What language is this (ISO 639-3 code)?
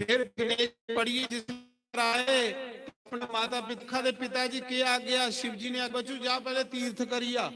doi